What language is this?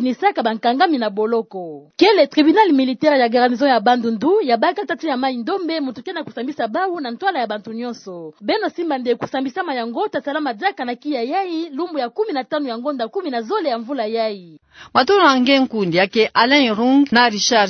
Kituba (Democratic Republic of Congo)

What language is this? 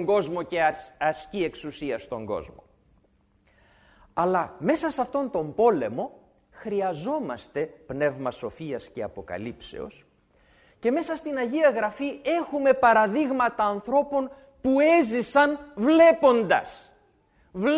Greek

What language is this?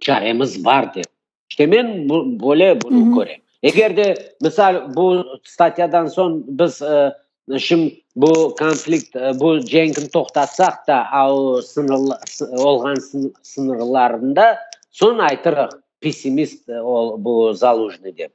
Crimean Tatar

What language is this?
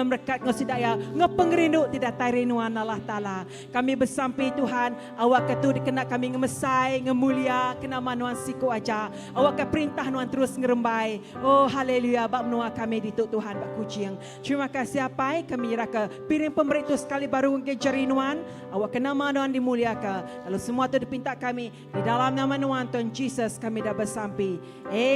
Iban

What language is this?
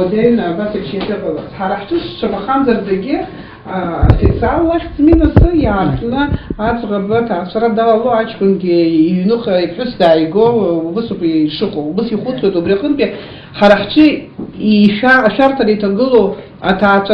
Abkhazian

